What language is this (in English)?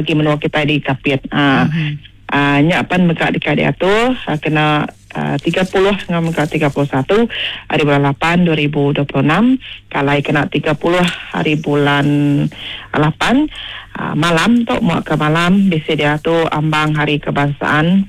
Iban